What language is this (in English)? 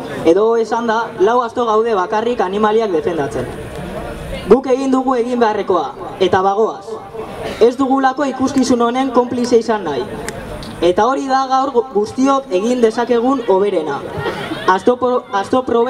Basque